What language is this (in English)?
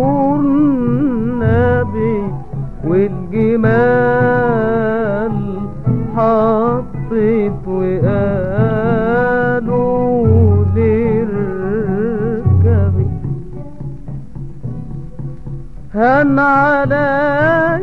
Egyptian Arabic